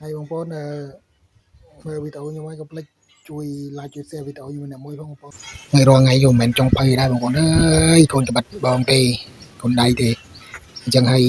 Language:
Khmer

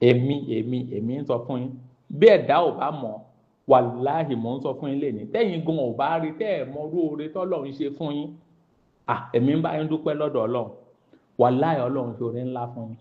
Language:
Yoruba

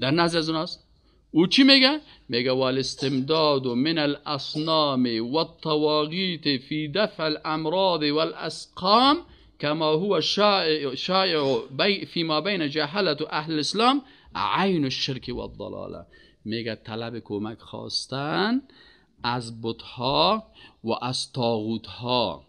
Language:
Persian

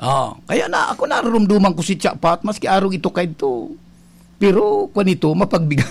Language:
Bikol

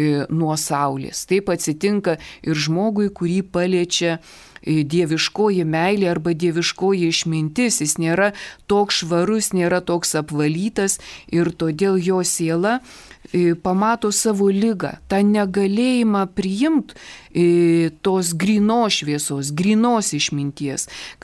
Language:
Lithuanian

